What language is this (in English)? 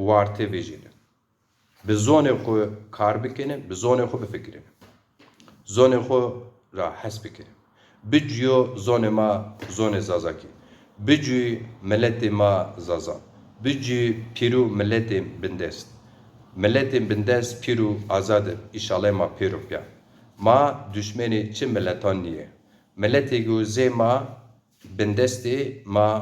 Zaza